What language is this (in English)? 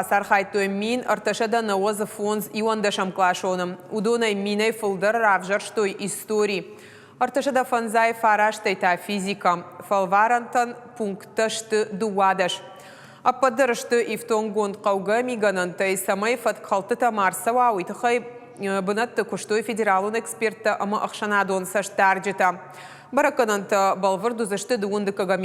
Ossetic